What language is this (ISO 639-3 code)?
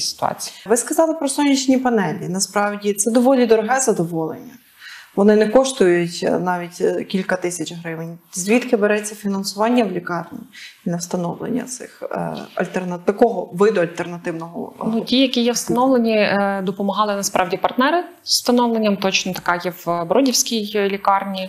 ukr